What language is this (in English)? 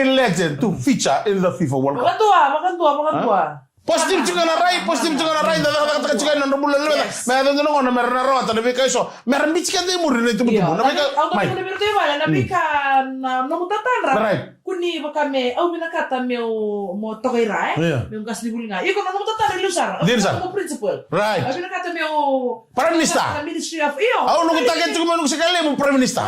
Fijian